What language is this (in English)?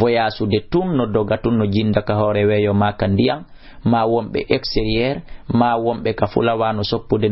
Fula